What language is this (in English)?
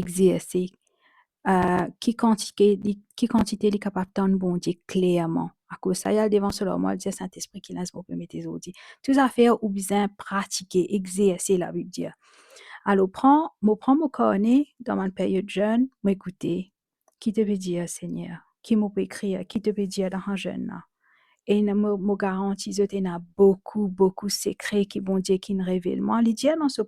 Morisyen